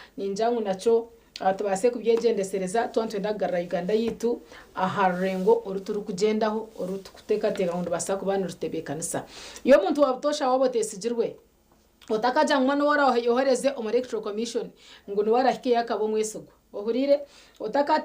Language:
Nyankole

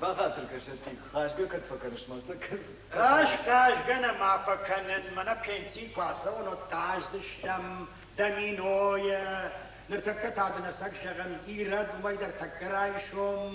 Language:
Ossetic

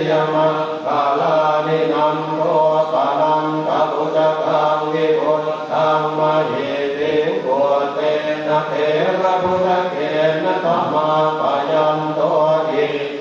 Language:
Pali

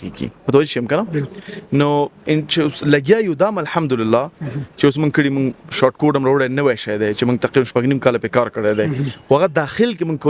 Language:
Pashto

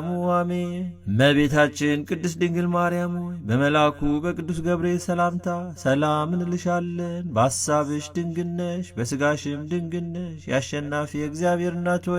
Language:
Amharic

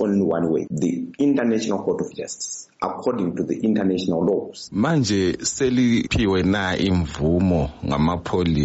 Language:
North Ndebele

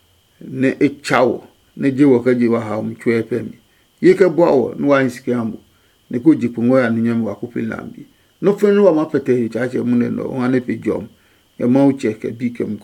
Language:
Adangme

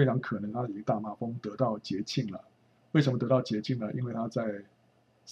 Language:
Chinese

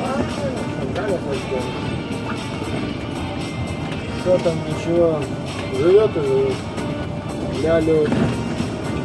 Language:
Russian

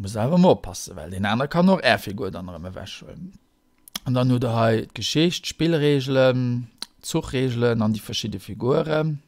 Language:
Luxembourgish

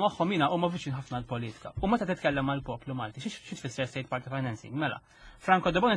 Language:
Maltese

